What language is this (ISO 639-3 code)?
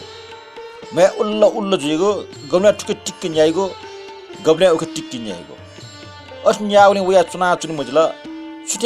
new